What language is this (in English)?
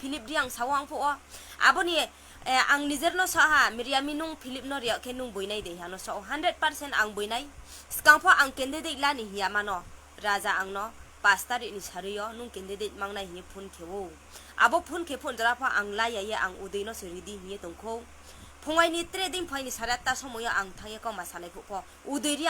Riang (India)